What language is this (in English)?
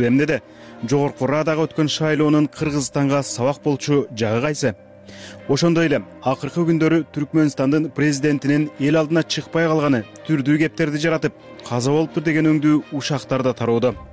Kyrgyz